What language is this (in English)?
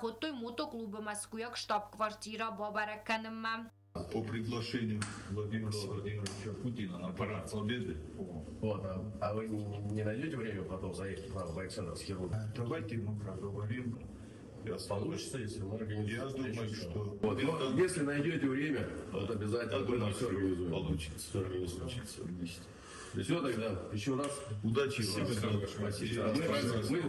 Ossetic